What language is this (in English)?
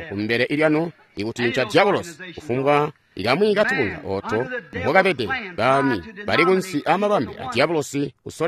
Tonga (Zambia)